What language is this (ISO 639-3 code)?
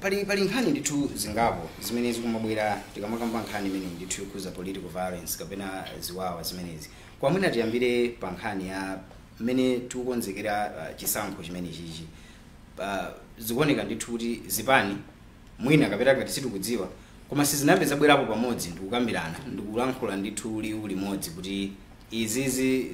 nya